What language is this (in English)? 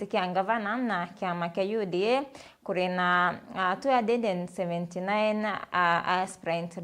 Meru